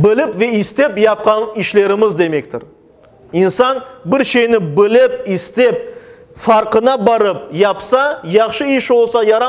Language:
Crimean Tatar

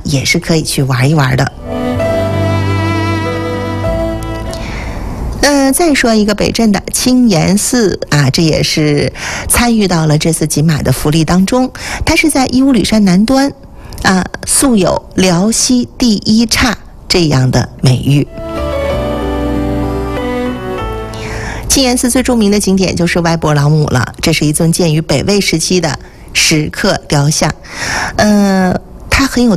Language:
Chinese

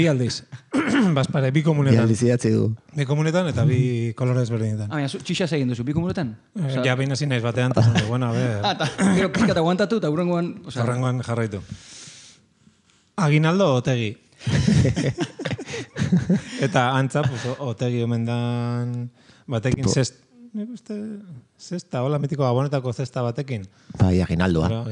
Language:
Basque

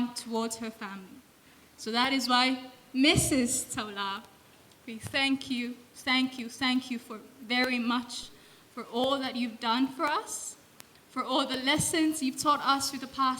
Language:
Samoan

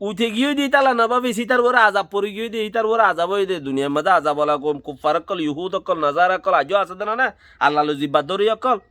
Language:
Rohingya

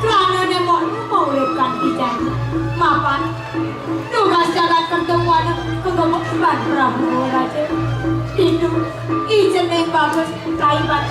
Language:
Balinese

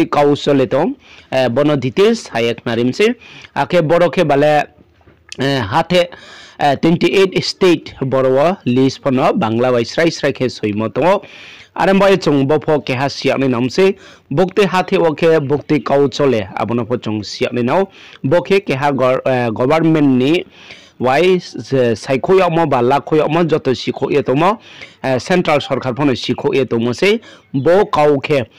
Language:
Riang (India)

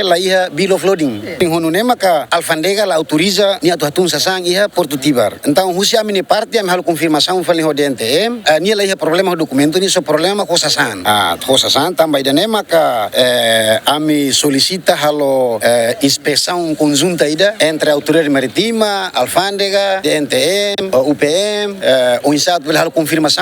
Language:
Tetum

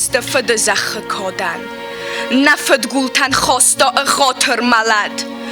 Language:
Ossetic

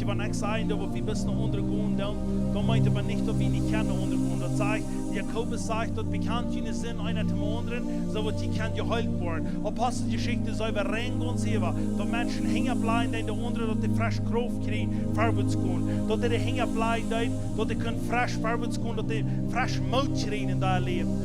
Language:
Plautdietsch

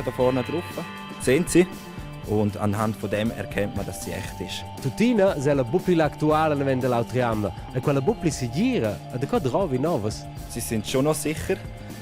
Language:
Romansh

